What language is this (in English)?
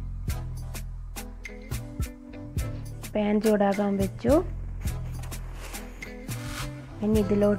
Malayalam